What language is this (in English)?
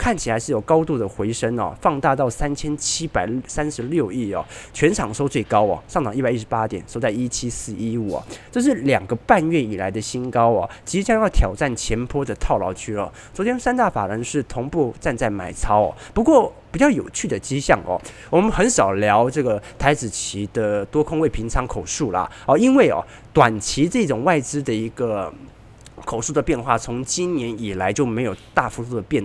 Chinese